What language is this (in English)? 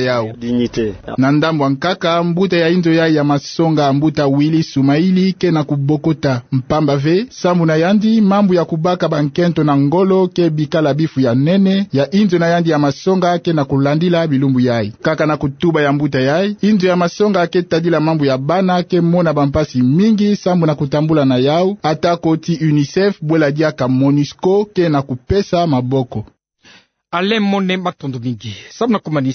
Kituba (Democratic Republic of Congo)